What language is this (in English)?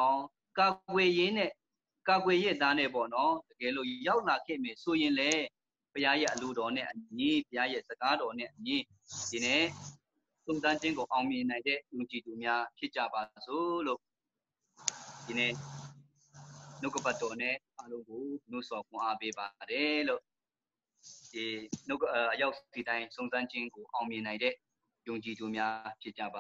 Burmese